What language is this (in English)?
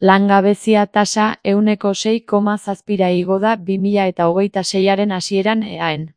Basque